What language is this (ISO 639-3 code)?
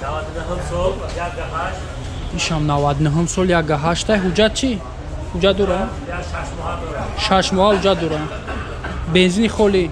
tgk